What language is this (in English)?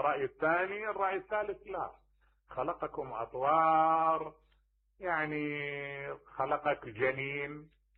Mesopotamian Arabic